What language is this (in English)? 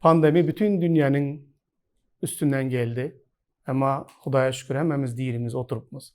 Turkmen